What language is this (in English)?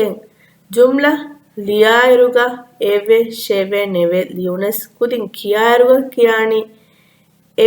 Divehi